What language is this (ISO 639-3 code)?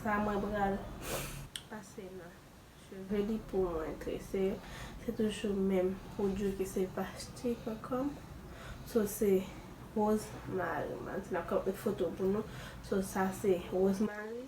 hat